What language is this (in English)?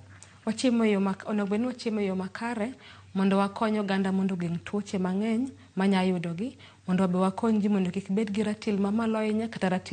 Luo (Kenya and Tanzania)